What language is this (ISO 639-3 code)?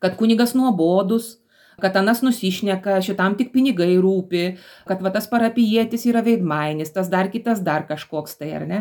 lit